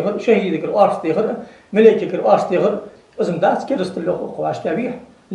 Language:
Ingush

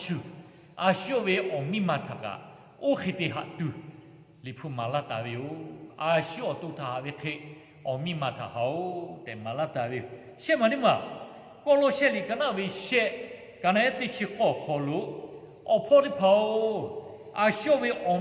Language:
Lahu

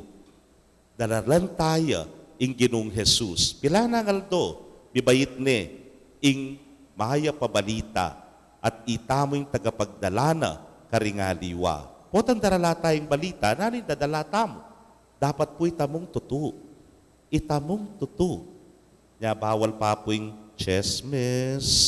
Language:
Pampanga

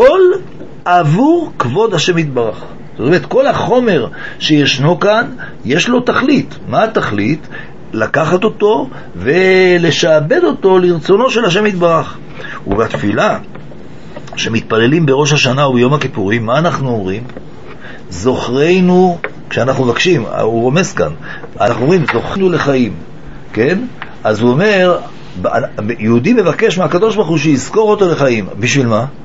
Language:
Hebrew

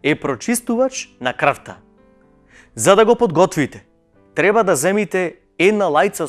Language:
Macedonian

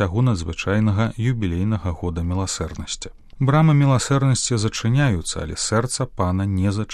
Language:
Belarusian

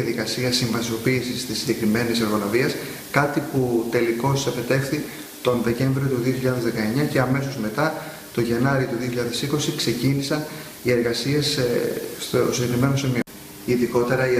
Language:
Greek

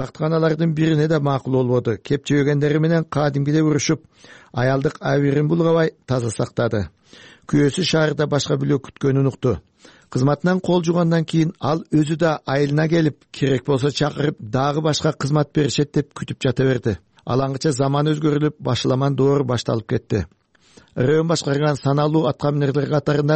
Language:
Kyrgyz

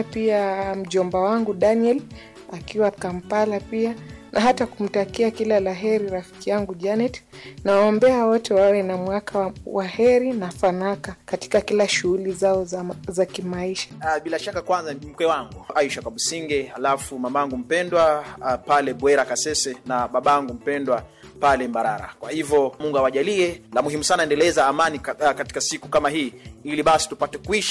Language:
Swahili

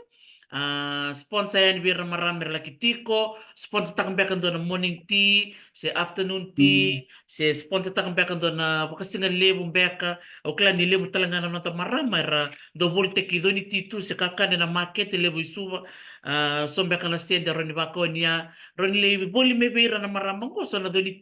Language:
Fijian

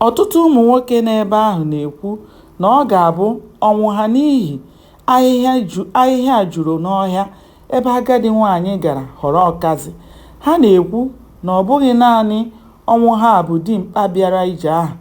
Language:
Igbo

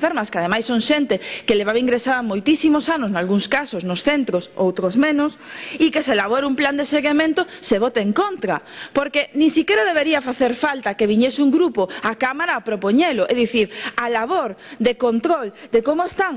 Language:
Galician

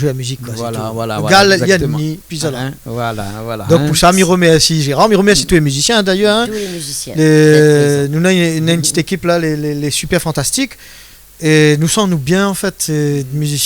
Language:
Réunion Creole French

